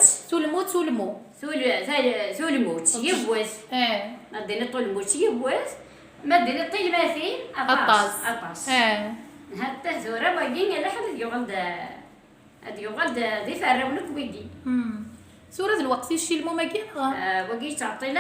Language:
Kabyle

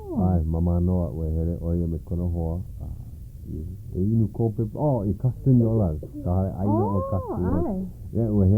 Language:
Hawaiian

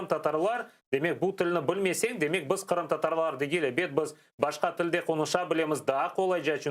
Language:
Crimean Tatar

